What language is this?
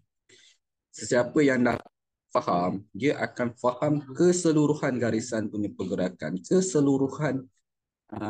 Malay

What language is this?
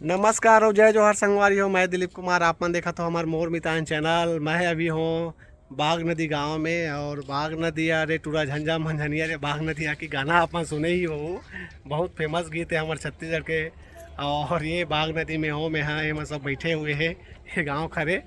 Chhattisgarhi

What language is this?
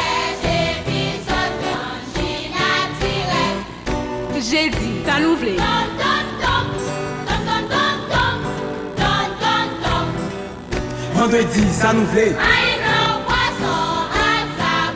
Haitian Creole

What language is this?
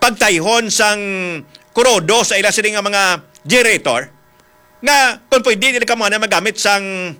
Hiligaynon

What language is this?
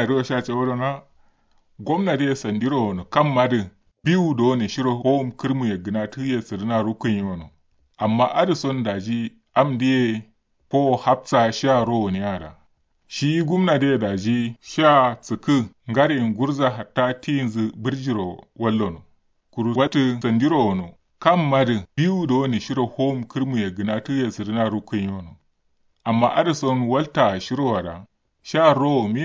Kanuri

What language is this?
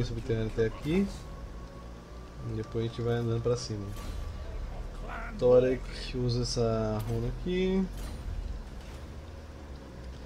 Portuguese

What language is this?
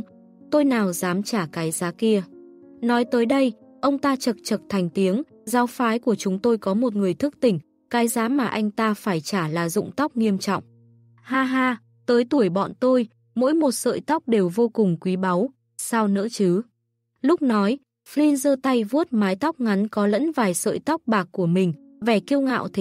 Vietnamese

